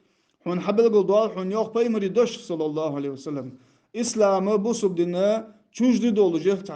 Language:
Ingush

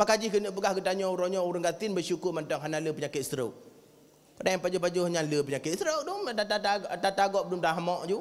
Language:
Achinese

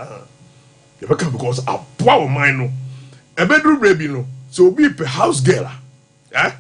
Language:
Akan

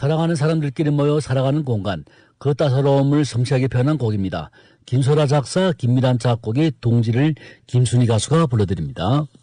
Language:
Korean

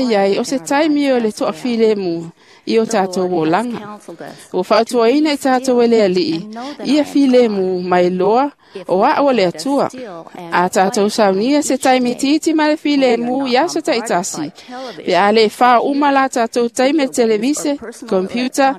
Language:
Samoan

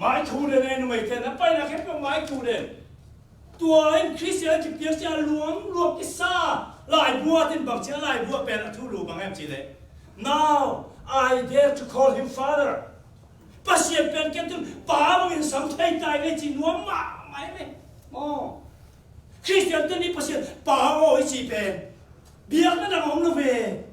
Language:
Tedim Chin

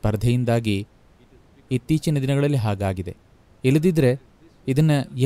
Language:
Kannada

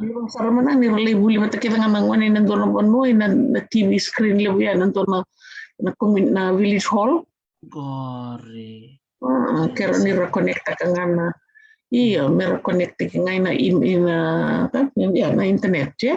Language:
Fijian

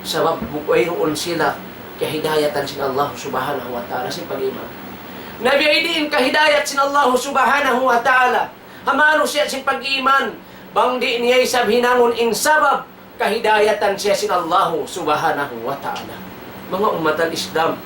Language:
Tausug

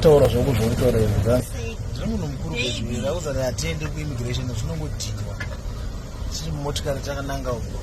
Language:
Shona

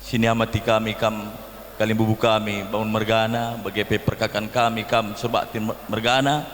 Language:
Batak Karo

